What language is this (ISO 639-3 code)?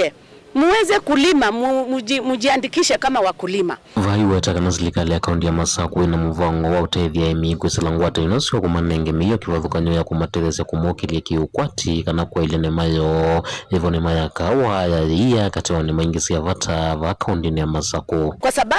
kam